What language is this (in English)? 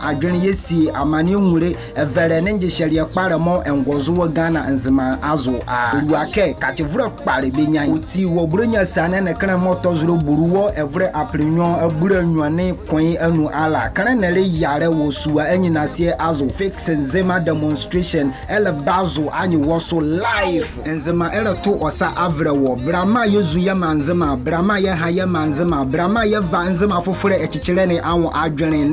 Nzima